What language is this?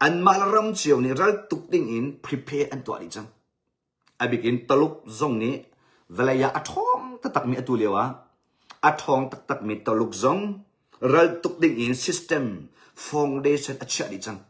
Hakha Chin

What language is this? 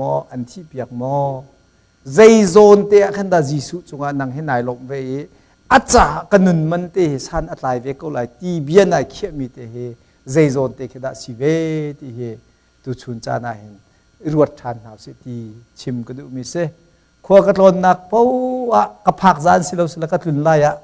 Hakha Chin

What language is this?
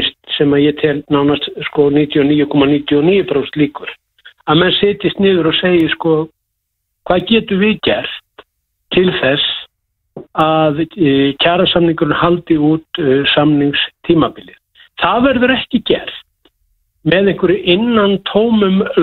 Icelandic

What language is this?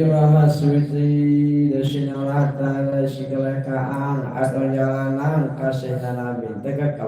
Sasak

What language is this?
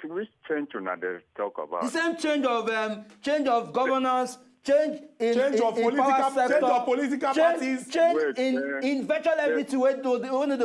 Nigerian Pidgin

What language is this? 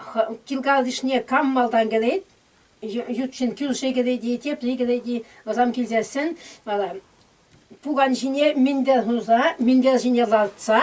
Chuvash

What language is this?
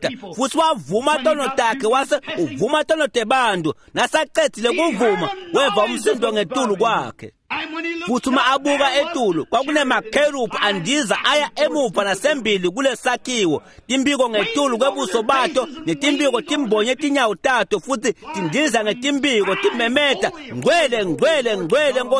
Swati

